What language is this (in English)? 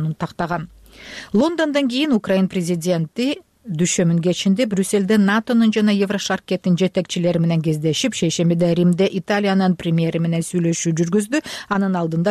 Kyrgyz